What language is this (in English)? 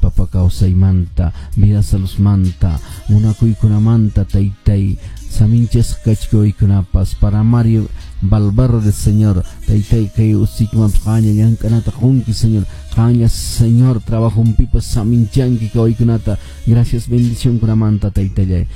Quechua